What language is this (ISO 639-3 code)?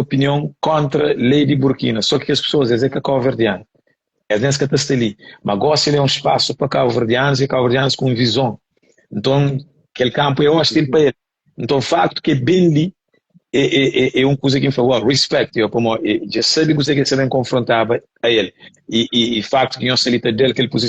kea